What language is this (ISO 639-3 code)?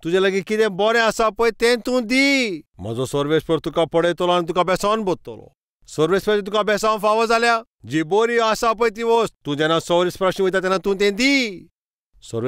kok